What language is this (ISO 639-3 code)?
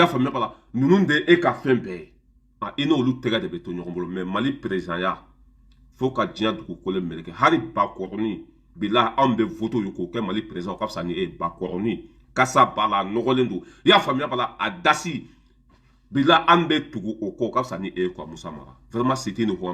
bam